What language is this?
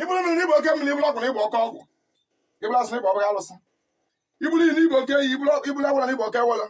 Igbo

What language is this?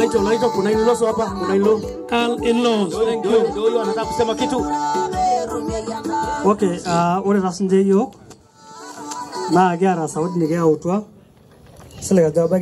Swahili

